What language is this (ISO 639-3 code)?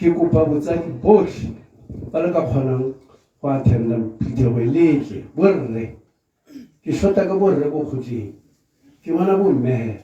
tsn